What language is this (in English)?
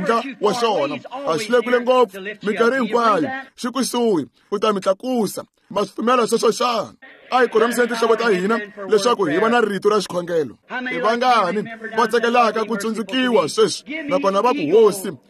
Tsonga